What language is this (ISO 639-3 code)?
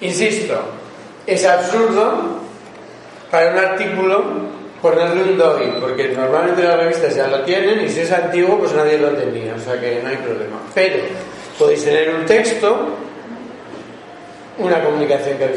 spa